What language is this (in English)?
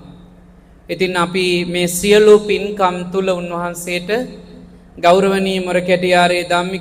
Sinhala